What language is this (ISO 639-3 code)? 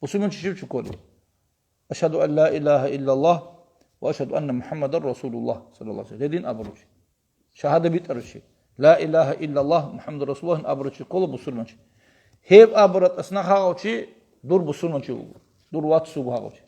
ava